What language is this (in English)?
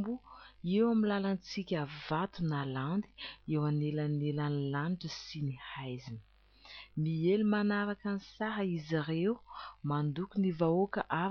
Malagasy